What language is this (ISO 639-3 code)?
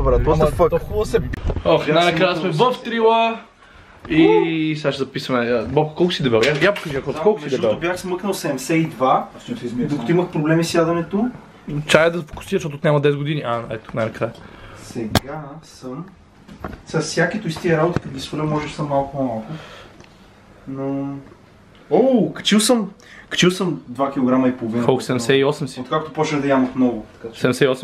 bul